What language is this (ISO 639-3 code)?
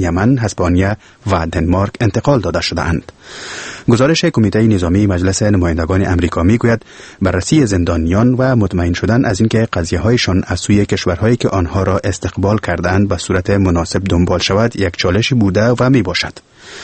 fas